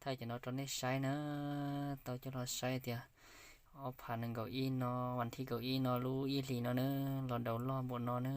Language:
Hmong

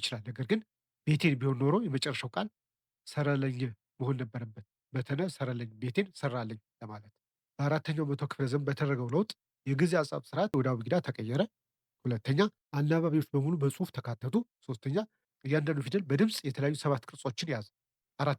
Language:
Amharic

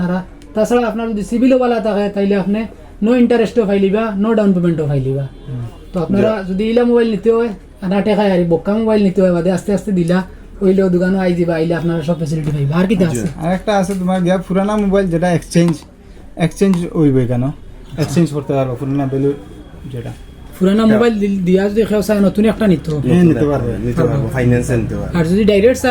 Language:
Sylheti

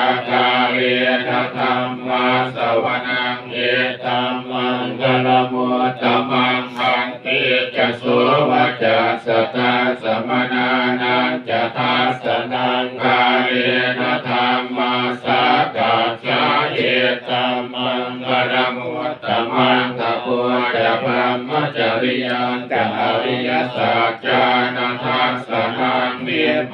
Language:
Pali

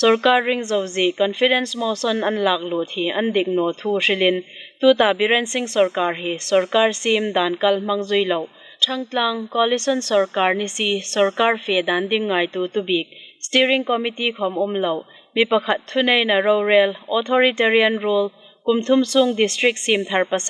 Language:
Hmar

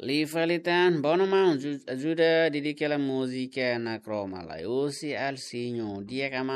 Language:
Tetum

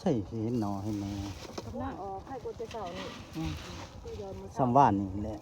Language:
Northeastern Thai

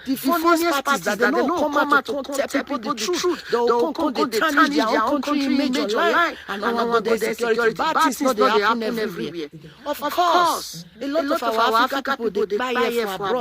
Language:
Nigerian Pidgin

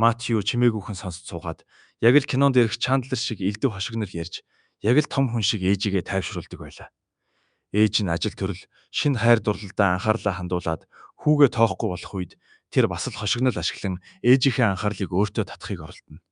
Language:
Mongolian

